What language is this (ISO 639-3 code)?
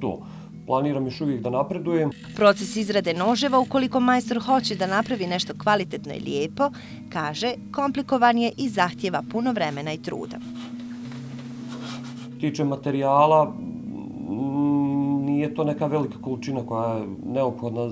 bos